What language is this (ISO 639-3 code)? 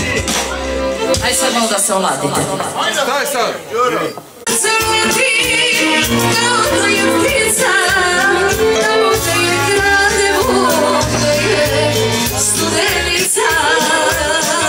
srp